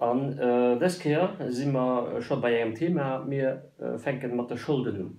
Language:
Luxembourgish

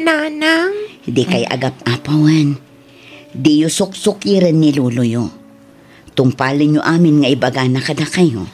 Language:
Iloko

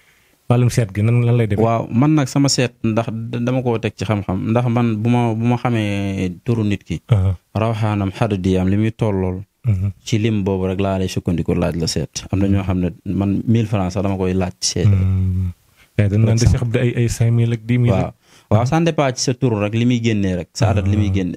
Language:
Wolof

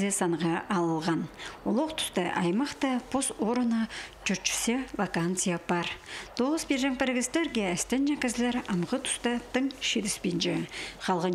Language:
Khakas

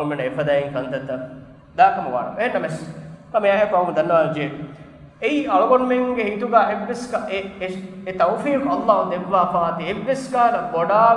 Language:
Divehi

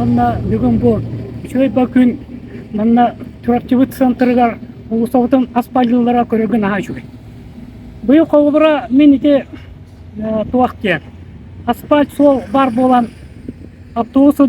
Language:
Yakut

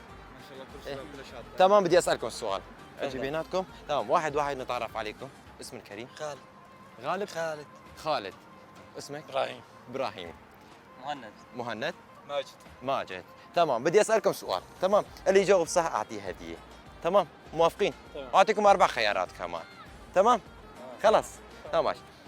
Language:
Kurdish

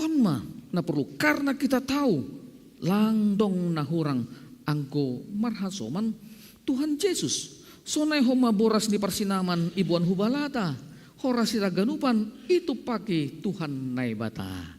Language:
Batak Simalungun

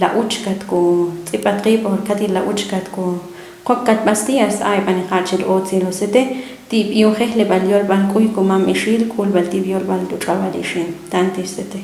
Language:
Ixil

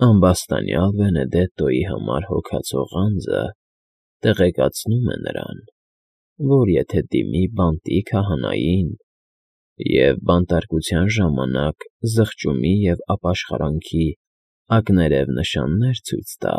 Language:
Armenian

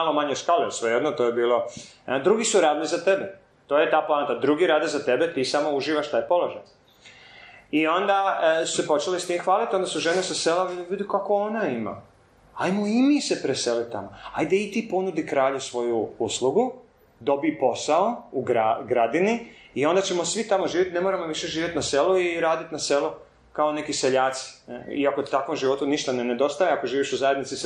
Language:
Croatian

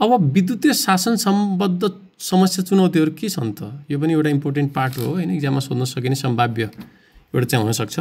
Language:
Nepali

